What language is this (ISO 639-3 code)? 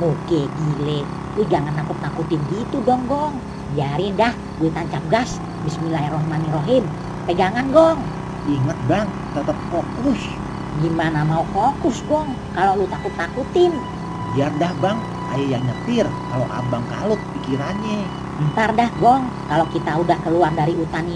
bew